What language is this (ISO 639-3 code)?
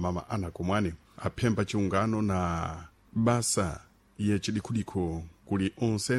seh